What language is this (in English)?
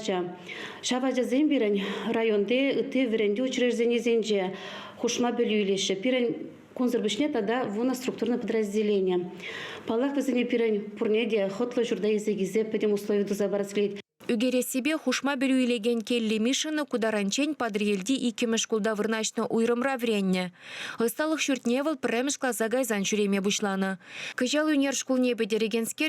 Chuvash